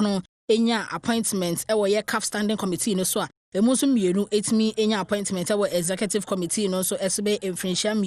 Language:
Akan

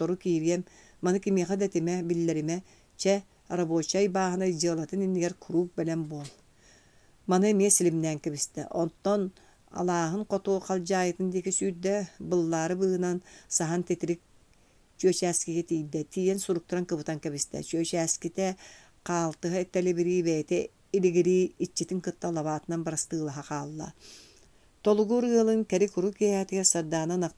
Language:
Yakut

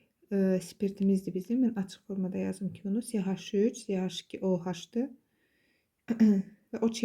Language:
Azerbaijani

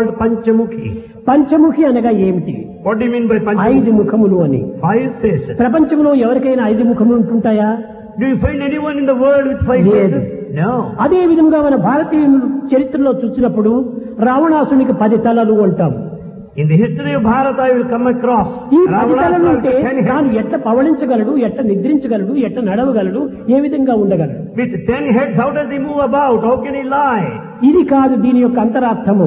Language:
Telugu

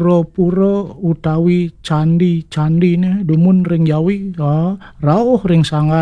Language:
Balinese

